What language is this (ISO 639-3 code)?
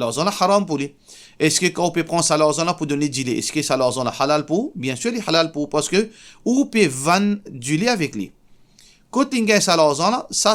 mfe